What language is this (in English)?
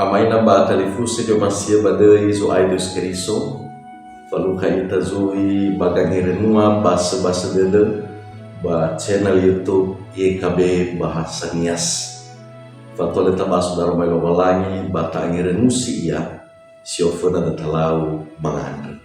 Nias